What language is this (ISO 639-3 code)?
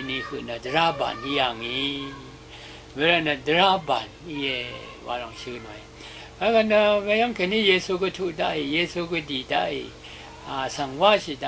raw